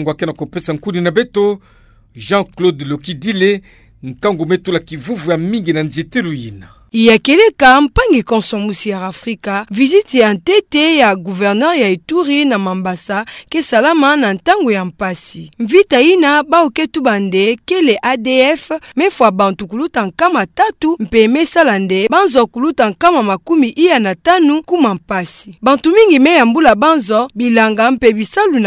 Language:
Kituba (Democratic Republic of Congo)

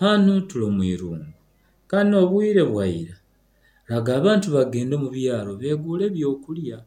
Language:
Nyoro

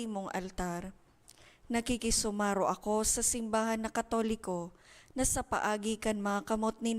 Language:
Bikol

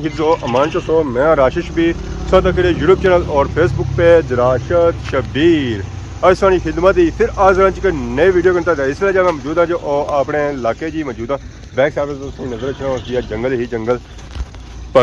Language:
Pahari-Potwari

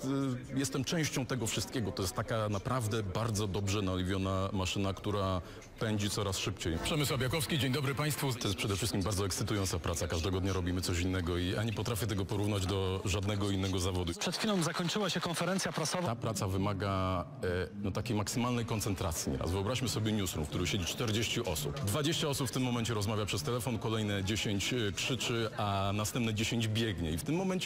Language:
Polish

